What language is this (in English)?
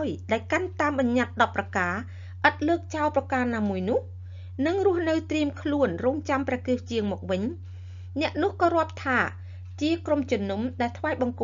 Khmer